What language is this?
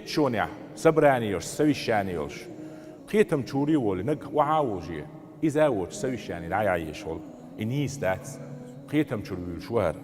Chechen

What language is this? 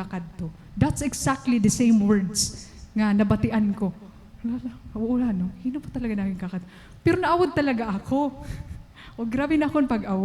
Waray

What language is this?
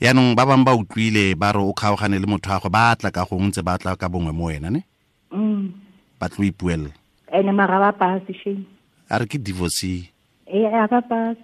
Tswana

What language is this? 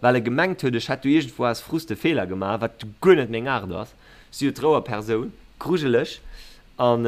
Luxembourgish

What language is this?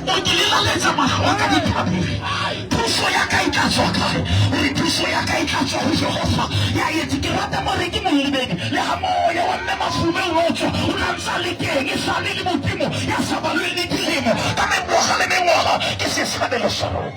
Southern Sotho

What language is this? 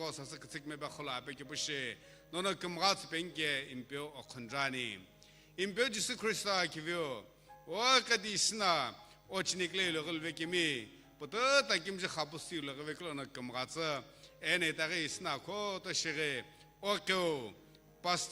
Sumi Naga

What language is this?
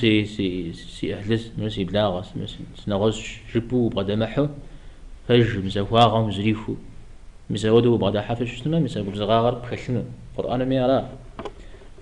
Kabardian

